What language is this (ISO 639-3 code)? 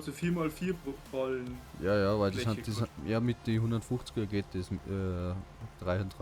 bar